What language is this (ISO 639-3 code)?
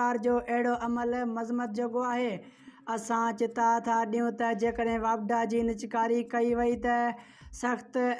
snd